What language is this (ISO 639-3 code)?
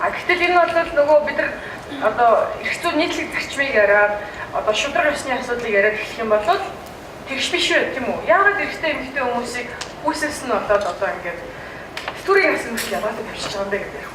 mon